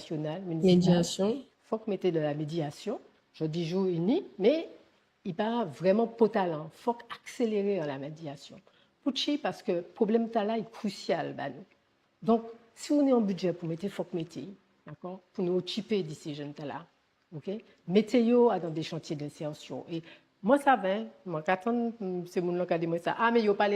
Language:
Guadeloupean Creole French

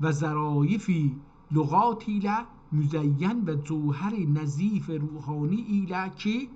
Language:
South Azerbaijani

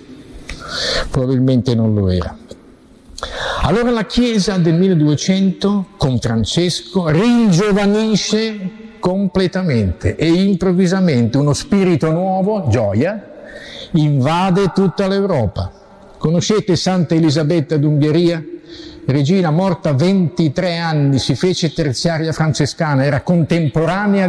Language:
Italian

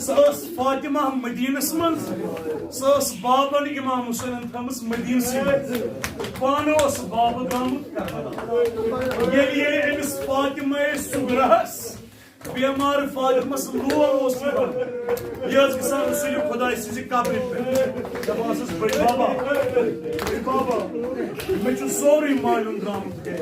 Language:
Kashmiri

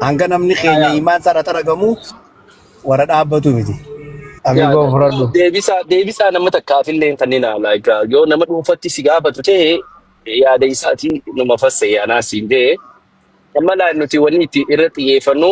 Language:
Oromo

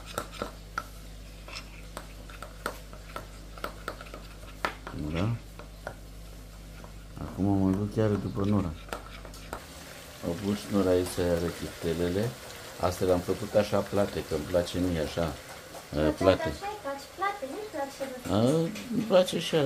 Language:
Romanian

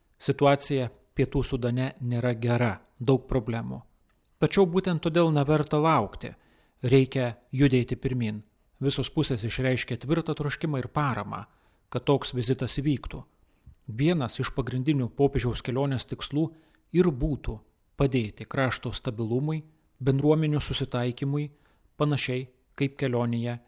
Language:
Lithuanian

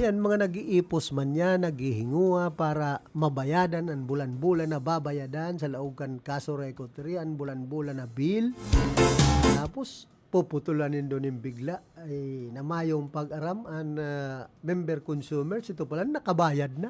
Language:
Bikol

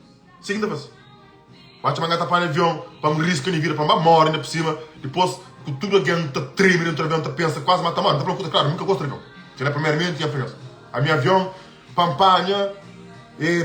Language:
Kabuverdianu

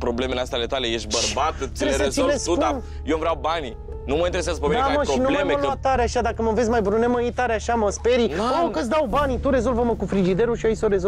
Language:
Romanian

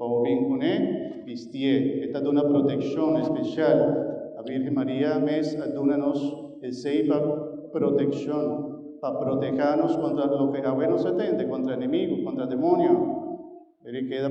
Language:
Papiamento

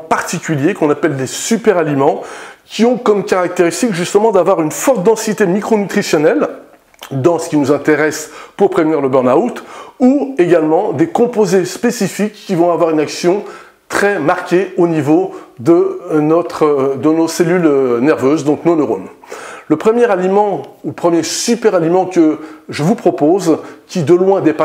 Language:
French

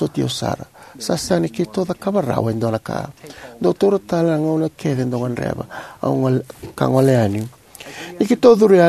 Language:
Fijian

